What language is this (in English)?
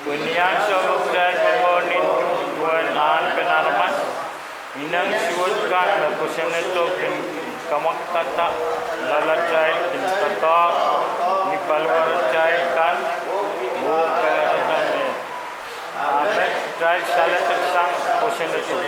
Pohnpeian